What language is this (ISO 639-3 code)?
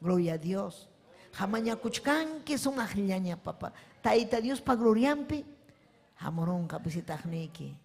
quy